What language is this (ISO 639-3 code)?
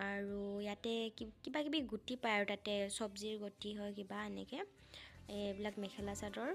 asm